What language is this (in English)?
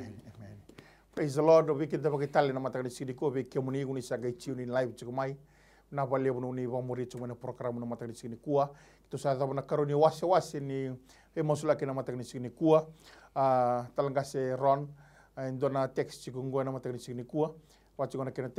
Fijian